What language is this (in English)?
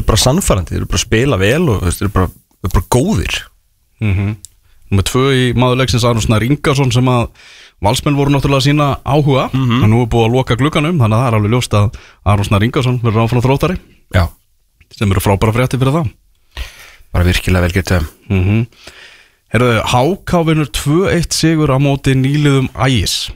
Icelandic